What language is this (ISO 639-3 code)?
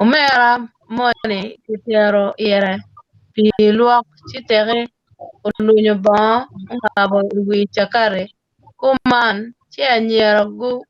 ach